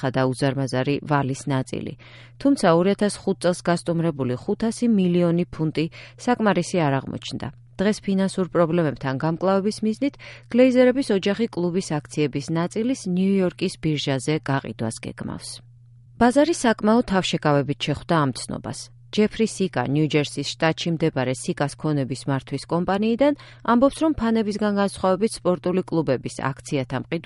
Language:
Georgian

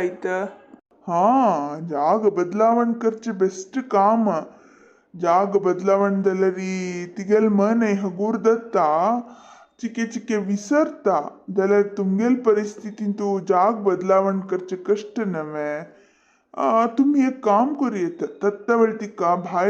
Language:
Konkani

